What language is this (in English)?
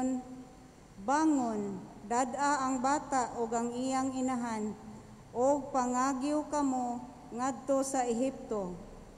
Cebuano